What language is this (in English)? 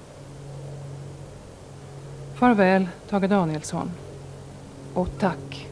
Swedish